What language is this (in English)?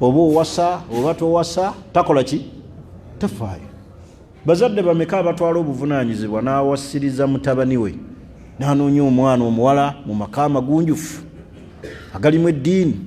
Ganda